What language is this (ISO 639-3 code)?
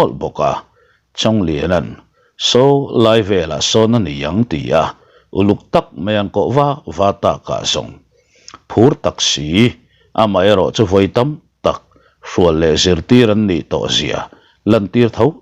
lus